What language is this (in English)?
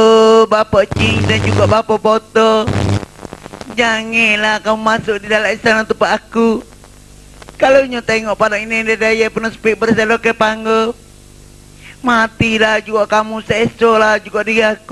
Malay